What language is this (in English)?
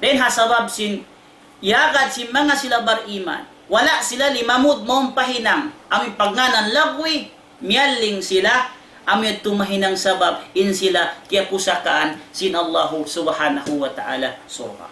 Tausug